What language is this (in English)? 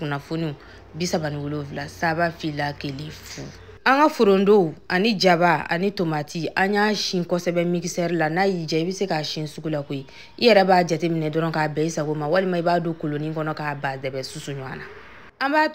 Bambara